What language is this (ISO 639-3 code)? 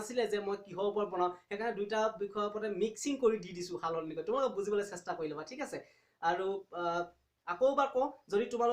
asm